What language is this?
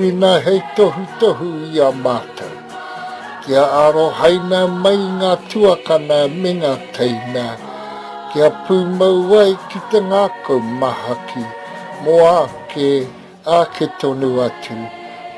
Māori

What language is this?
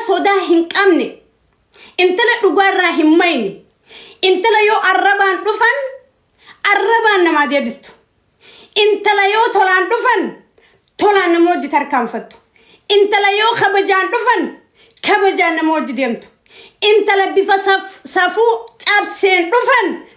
Oromo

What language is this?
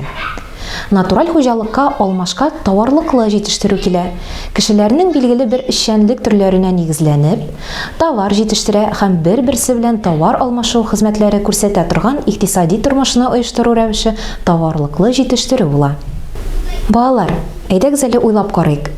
Tatar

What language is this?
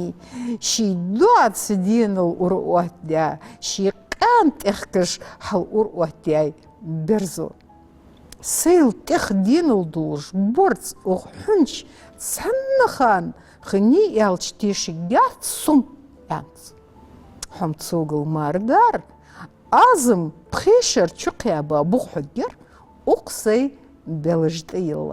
Ingush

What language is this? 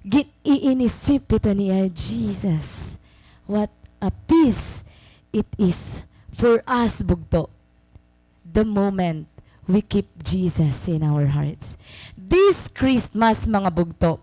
Waray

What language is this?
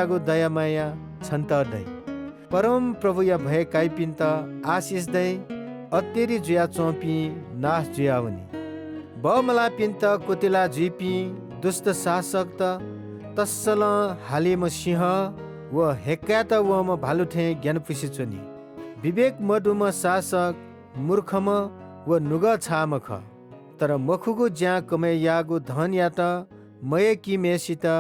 Newari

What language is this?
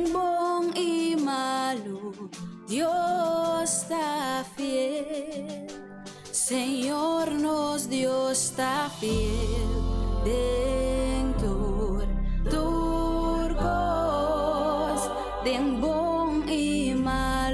Papiamento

